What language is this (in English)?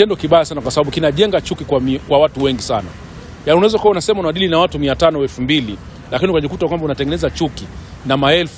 Swahili